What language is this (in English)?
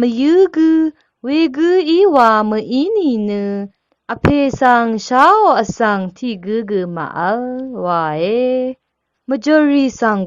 Rawang